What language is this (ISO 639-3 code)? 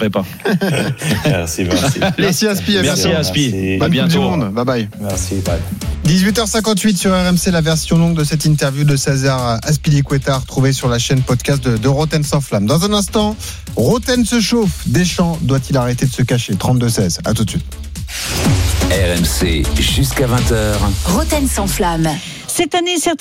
fra